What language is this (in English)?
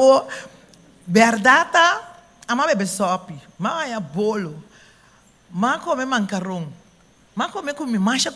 Papiamento